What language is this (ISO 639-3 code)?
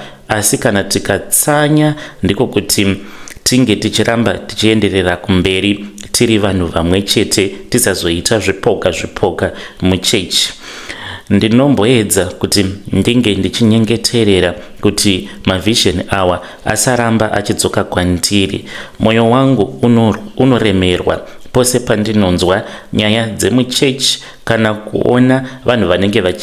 sna